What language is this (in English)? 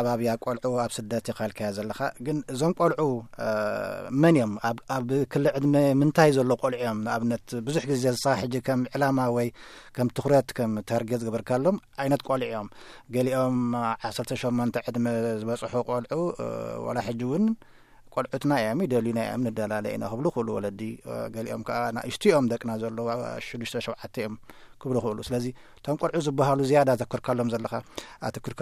Tigrinya